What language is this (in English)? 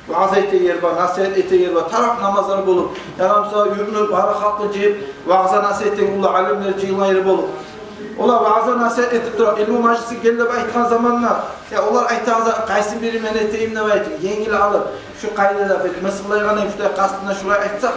Kumyk